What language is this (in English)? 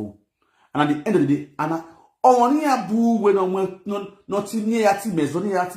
Nigerian Pidgin